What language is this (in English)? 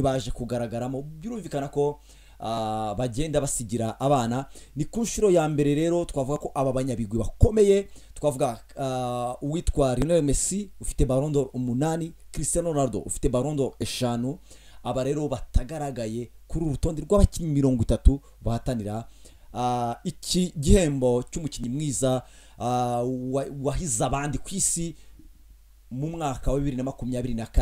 Kinyarwanda